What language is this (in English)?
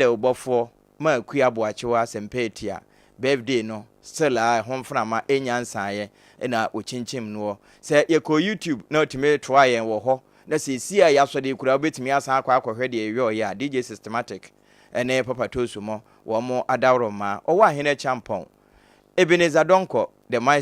Akan